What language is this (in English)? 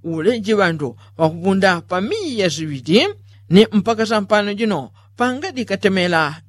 Yao